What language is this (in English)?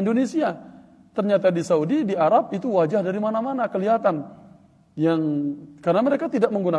Indonesian